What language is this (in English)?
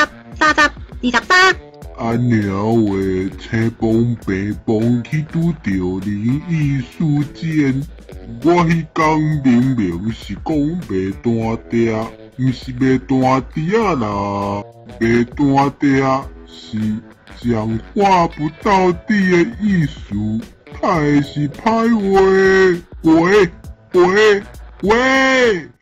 Min Nan Chinese